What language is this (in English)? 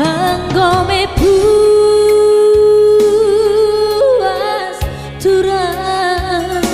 Batak Karo